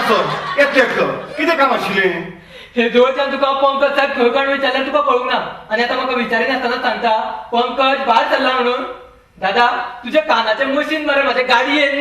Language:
Konkani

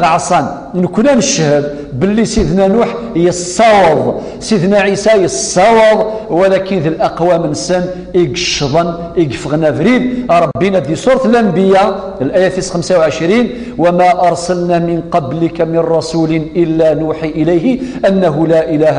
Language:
Kabyle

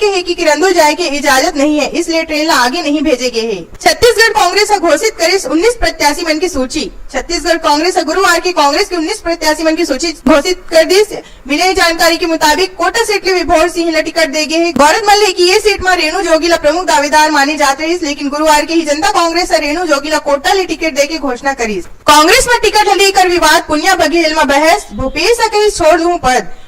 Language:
Chhattisgarhi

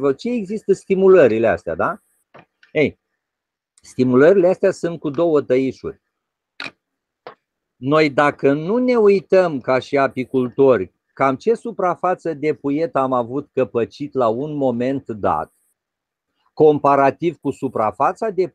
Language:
Romanian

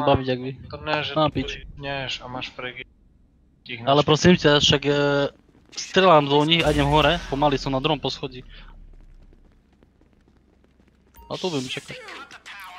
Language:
Slovak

